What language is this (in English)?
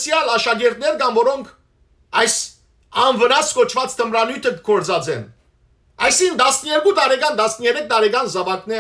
Western Armenian